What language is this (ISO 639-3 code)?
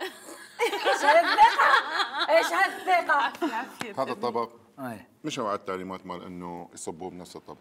acm